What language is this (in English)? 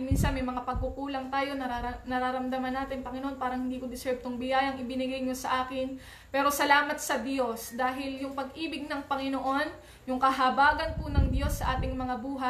Filipino